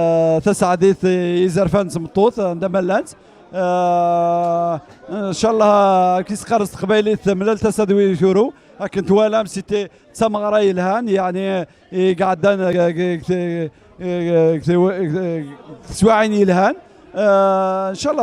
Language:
Kabyle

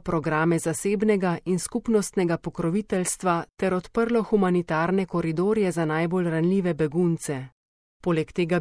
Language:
Slovenian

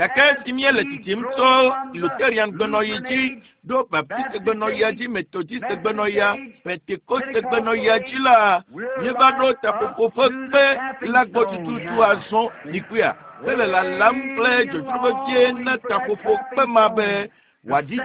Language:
Ewe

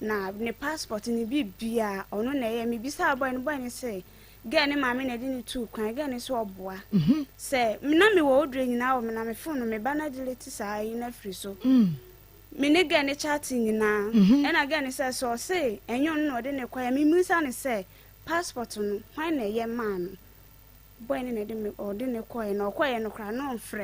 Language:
Akan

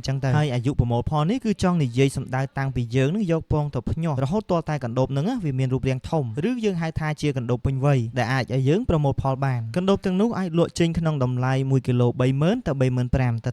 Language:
Khmer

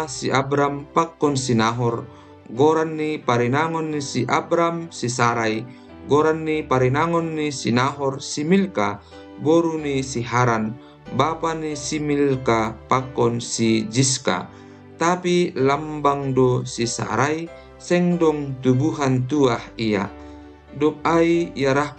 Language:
Batak Simalungun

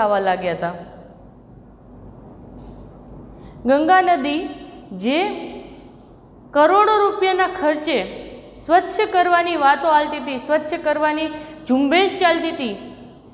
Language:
Gujarati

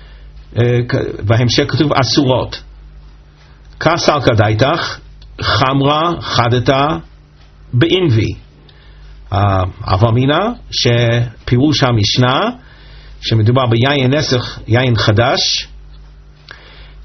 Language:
Hebrew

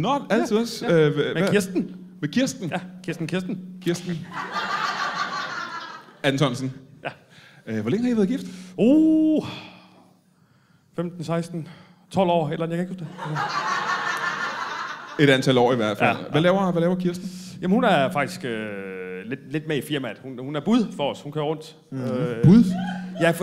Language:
Danish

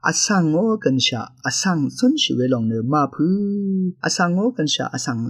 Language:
Rawang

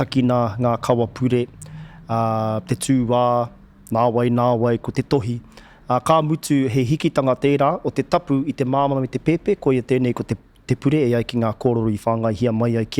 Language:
Māori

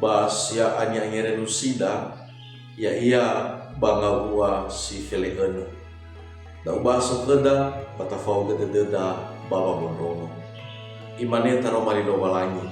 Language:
Nias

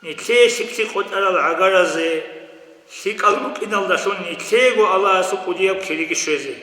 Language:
Avaric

